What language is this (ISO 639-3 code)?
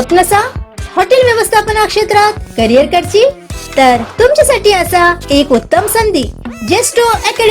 kok